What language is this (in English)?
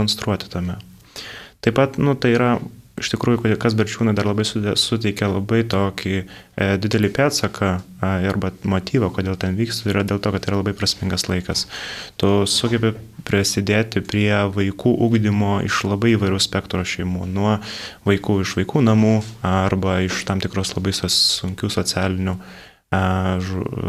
Lithuanian